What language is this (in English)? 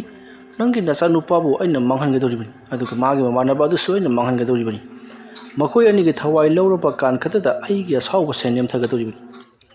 Manipuri